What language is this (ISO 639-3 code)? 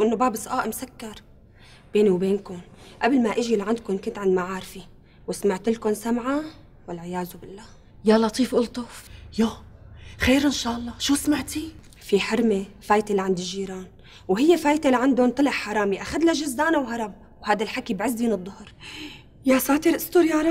apc